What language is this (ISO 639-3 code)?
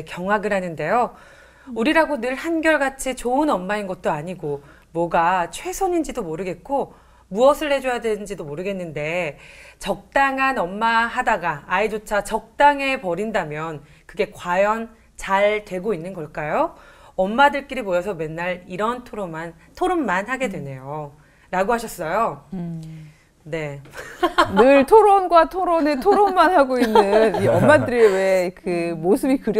kor